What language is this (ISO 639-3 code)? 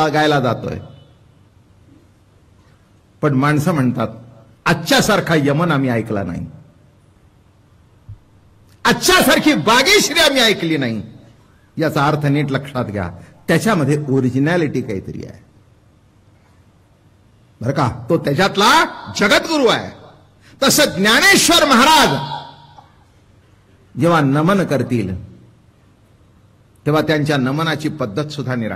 mar